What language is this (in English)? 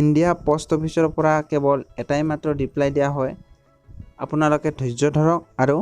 Assamese